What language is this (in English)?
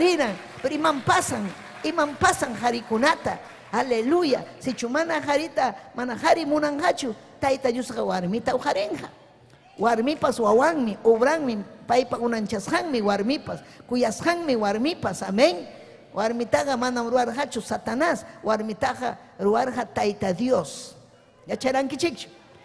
Ayacucho Quechua